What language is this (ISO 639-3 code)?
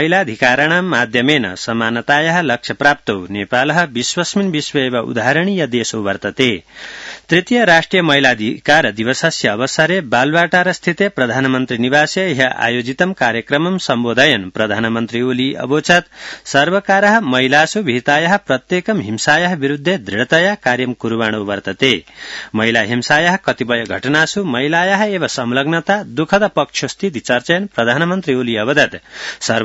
san